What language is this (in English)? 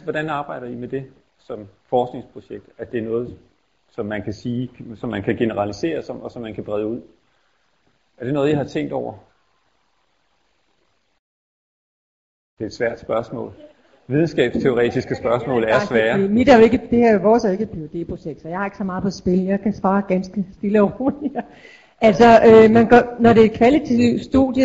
Danish